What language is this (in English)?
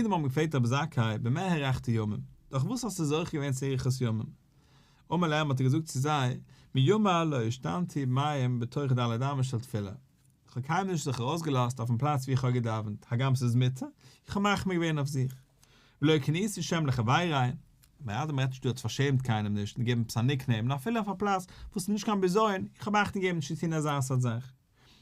Yiddish